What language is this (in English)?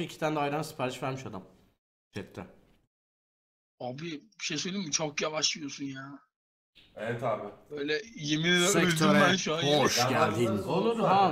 Turkish